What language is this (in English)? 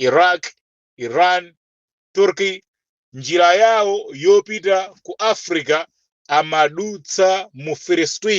Nyanja